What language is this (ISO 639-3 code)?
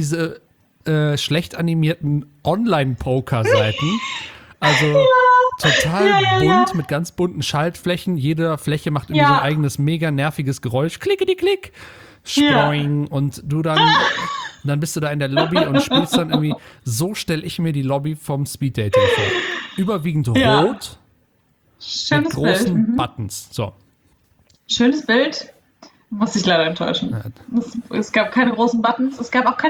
deu